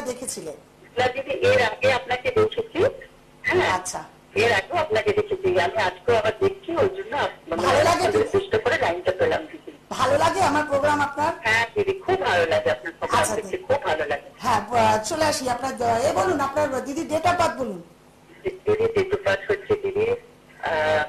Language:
Bangla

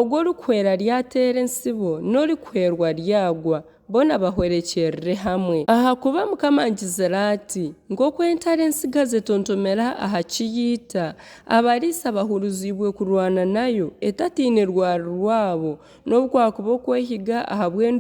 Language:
Nyankole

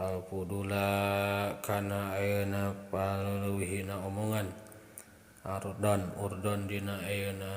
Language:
Sundanese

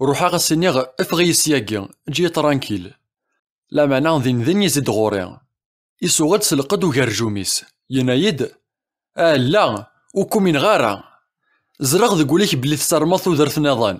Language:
Kabyle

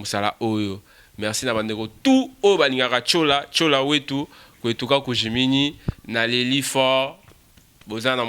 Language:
Luba-Lulua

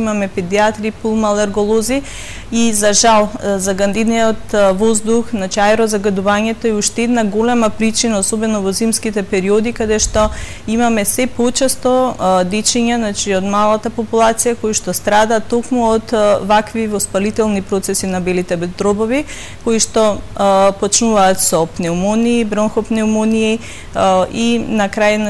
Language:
Macedonian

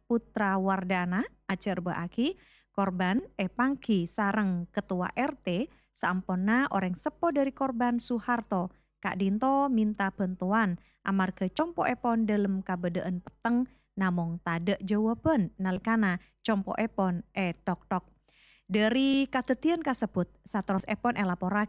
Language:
Madurese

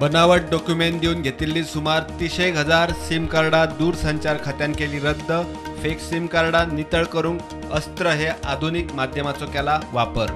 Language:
Konkani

